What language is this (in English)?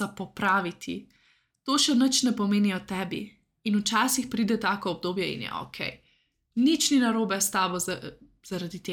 Slovenian